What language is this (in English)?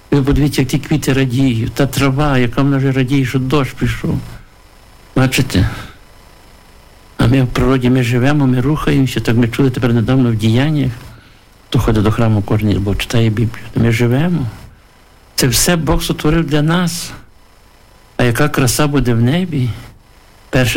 Ukrainian